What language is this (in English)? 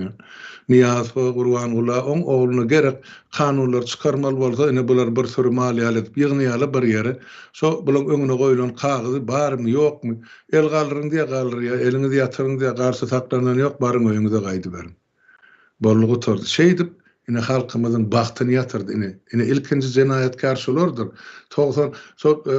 Turkmen